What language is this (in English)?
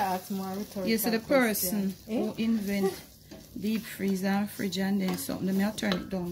Jamaican Creole English